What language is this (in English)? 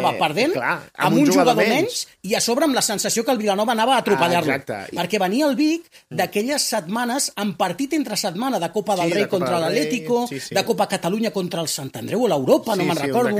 Catalan